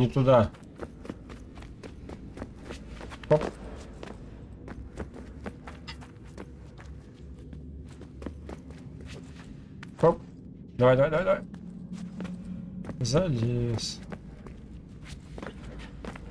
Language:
Russian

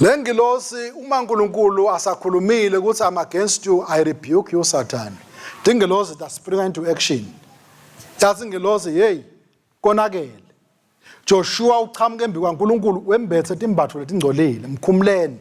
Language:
Swati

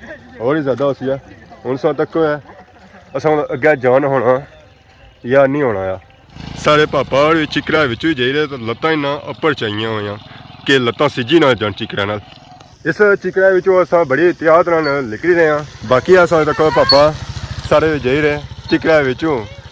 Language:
Pahari-Potwari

